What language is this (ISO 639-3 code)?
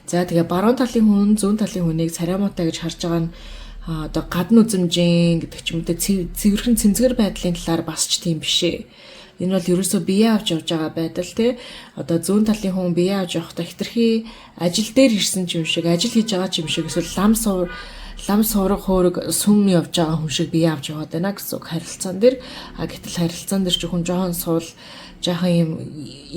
mon